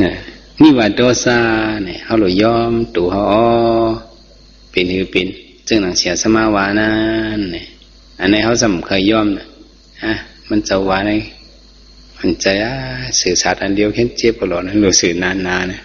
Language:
Shan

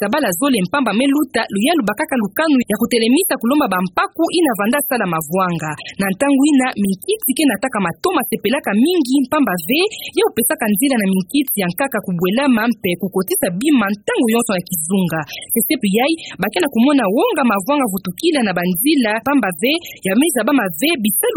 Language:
Kituba (Democratic Republic of Congo)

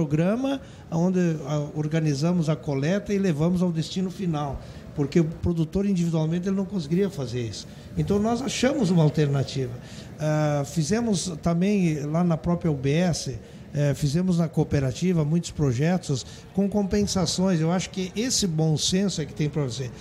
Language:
Portuguese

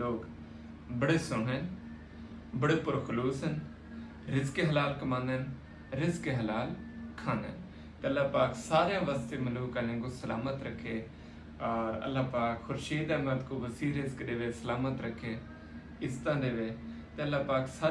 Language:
Saraiki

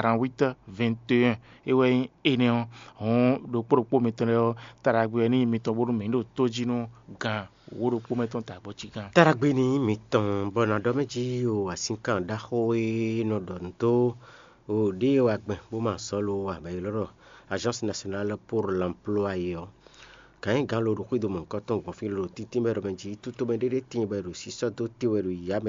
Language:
Fon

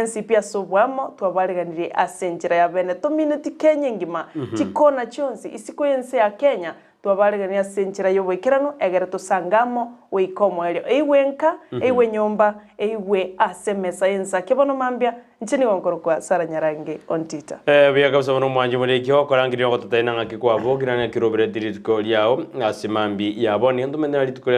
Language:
Gusii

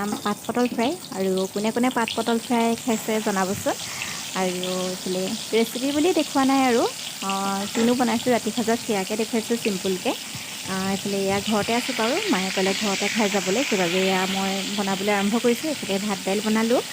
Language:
Assamese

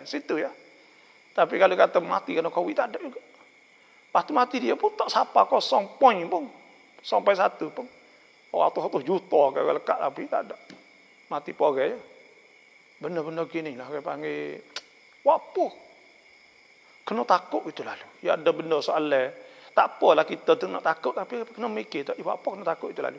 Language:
Malay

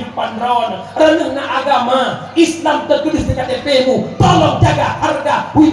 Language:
Achinese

